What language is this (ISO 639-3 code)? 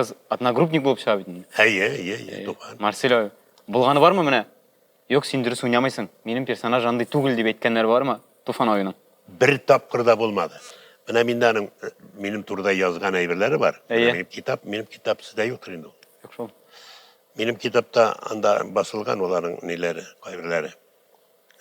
tat